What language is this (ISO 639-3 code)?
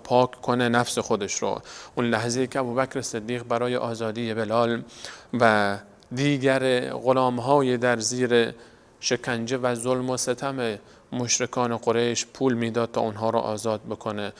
fas